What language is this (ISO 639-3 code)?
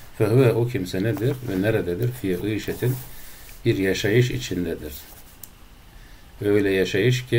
tur